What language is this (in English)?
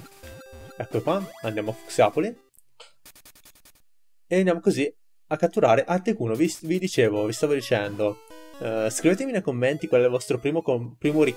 Italian